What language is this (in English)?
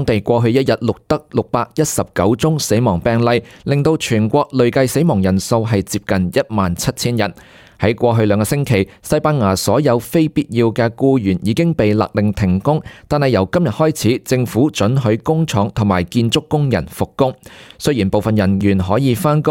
Cantonese